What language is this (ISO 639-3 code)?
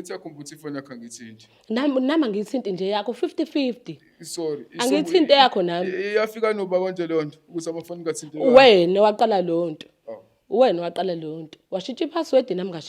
zul